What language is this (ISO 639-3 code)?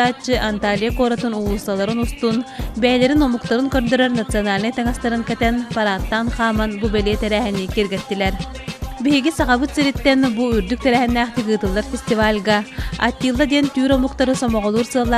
sah